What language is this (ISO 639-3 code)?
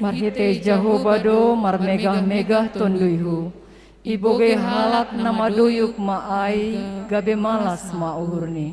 bts